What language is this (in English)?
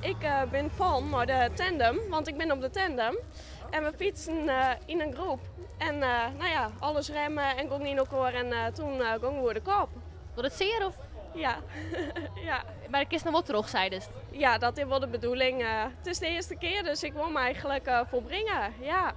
Western Frisian